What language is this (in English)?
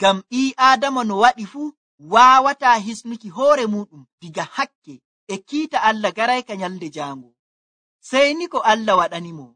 Nigerian Fulfulde